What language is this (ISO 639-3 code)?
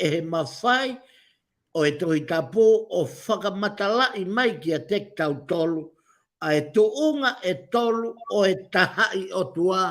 ton